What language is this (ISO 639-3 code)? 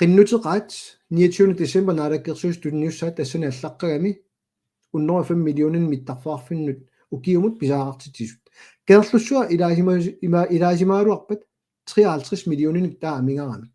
kal